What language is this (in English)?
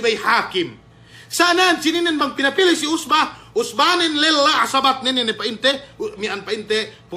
Yakan